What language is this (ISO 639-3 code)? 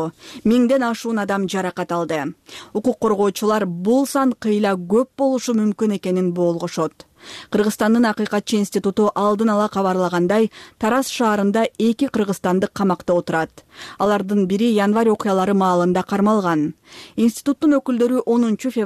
kir